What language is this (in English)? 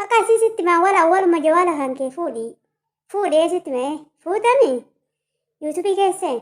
Oromo